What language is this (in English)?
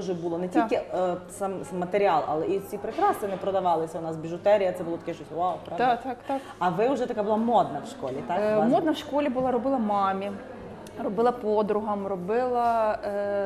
Ukrainian